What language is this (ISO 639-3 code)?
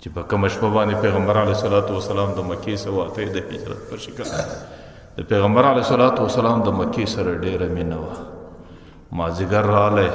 pus